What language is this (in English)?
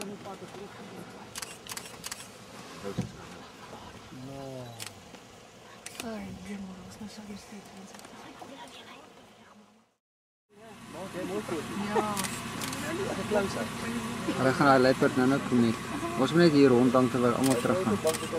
Afrikaans